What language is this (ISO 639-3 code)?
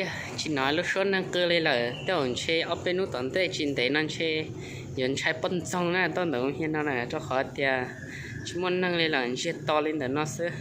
hmn